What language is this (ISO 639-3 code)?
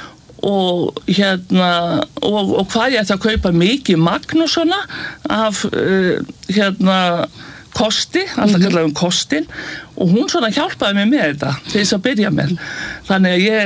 isl